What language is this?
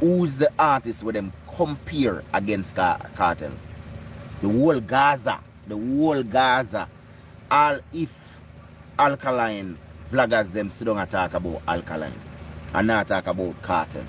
Jamaican Creole English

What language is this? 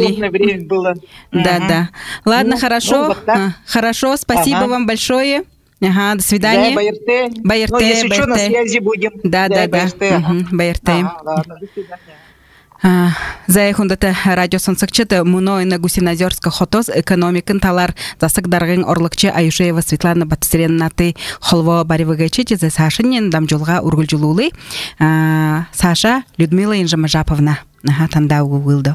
Buriat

